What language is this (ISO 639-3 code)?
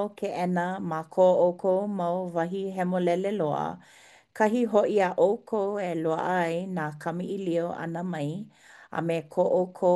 haw